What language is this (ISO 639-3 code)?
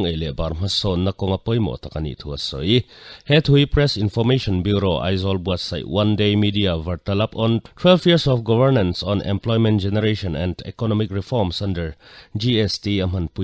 lus